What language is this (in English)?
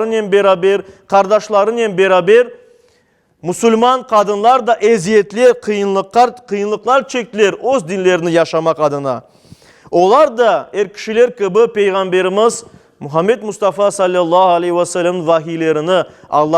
Crimean Tatar